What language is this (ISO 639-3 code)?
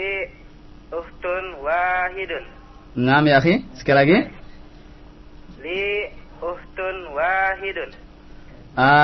ind